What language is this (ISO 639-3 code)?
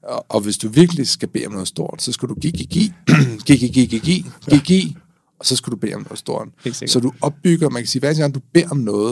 dan